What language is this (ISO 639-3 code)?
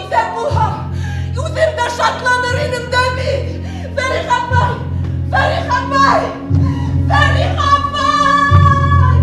bak